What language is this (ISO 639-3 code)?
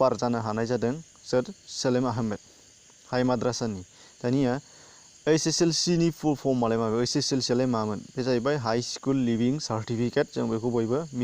brx